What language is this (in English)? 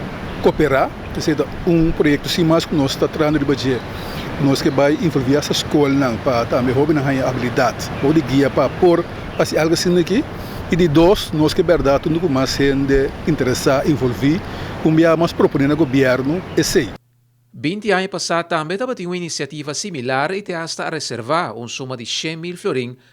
Papiamento